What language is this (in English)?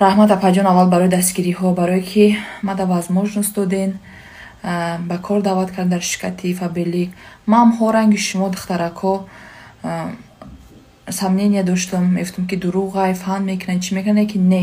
Tajik